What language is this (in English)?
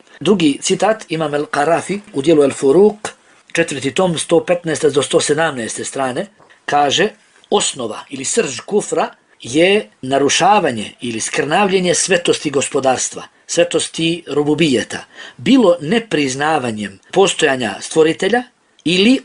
Bosnian